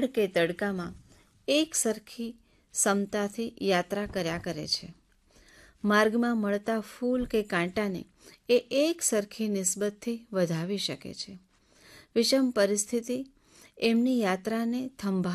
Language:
Gujarati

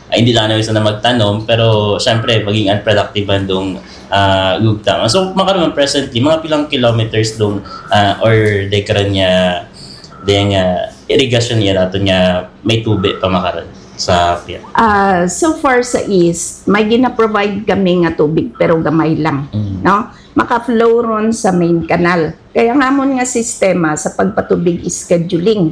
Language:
Hiligaynon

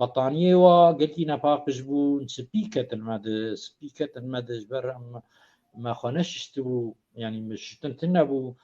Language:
Kurdish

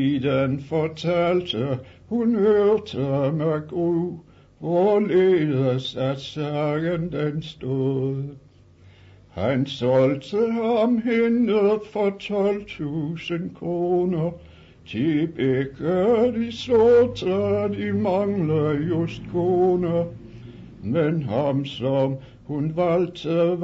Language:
Danish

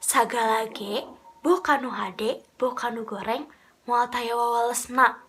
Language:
Sundanese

